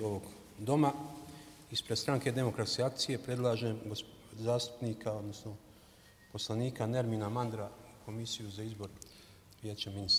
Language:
Bosnian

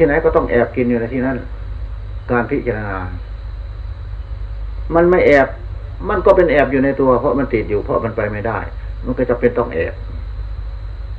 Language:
Thai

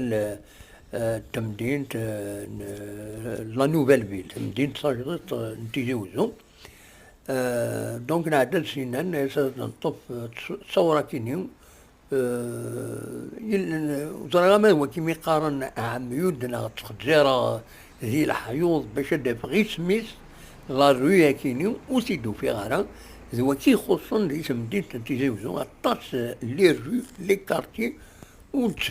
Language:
Kabyle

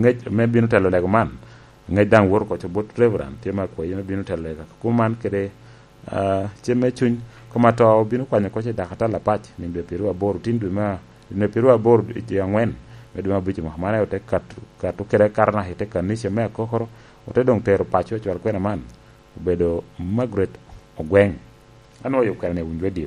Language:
Lango (Uganda)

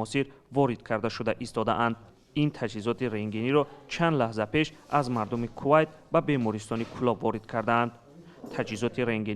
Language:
Tajik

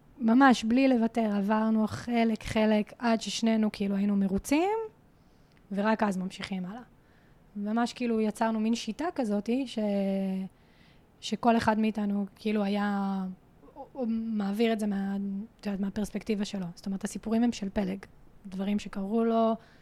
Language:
Hebrew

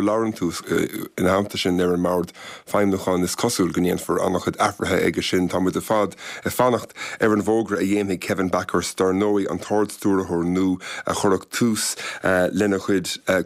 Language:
Irish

